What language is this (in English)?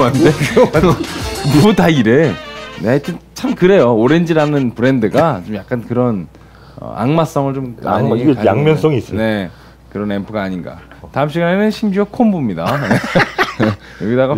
Korean